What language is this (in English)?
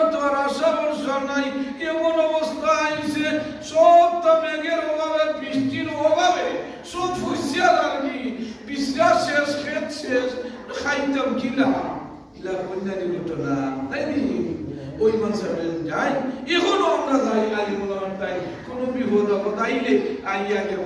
Sylheti